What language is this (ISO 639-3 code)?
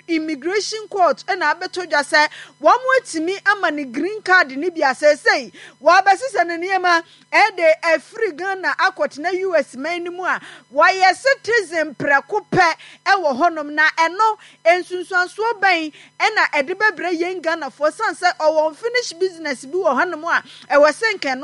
aka